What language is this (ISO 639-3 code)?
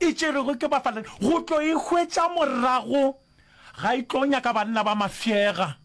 nso